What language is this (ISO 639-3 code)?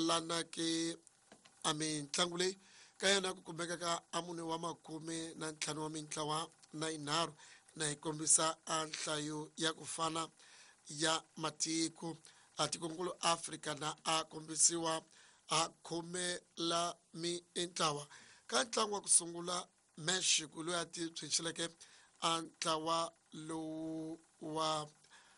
tso